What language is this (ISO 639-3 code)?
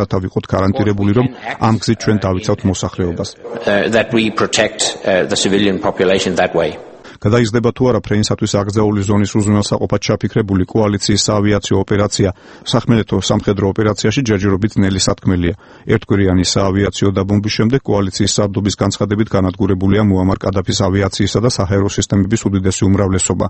kat